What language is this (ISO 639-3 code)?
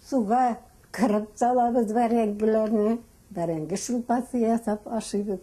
tat